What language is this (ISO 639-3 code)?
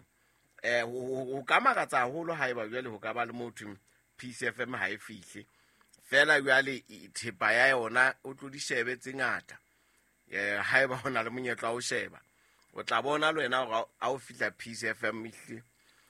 sot